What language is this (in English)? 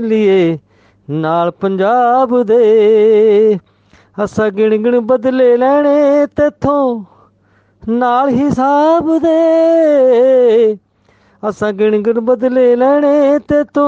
Punjabi